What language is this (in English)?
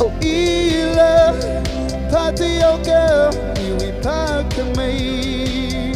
Tangkhul Naga (India)